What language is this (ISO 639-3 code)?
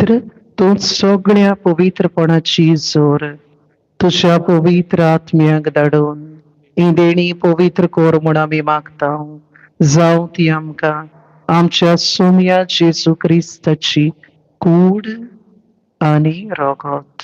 kok